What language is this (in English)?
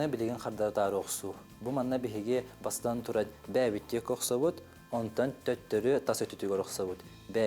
Yakut